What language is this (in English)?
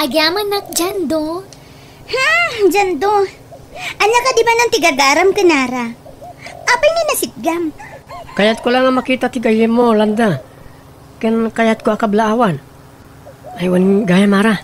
Iloko